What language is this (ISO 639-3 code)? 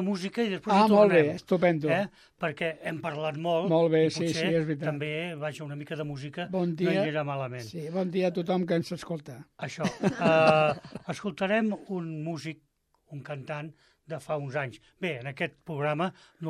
cat